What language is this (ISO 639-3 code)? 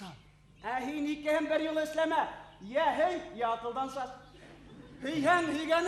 bak